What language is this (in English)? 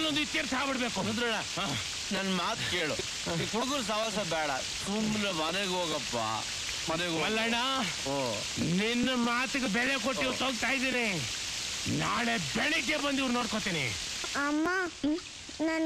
Kannada